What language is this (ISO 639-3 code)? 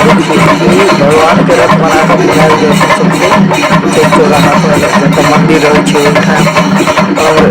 mai